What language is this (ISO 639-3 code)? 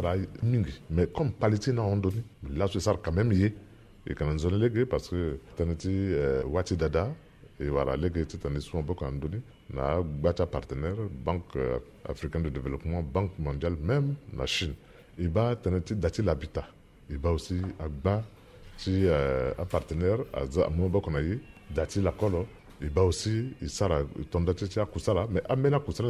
sag